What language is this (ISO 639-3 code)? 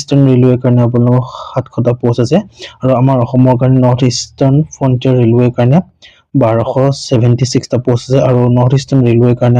asm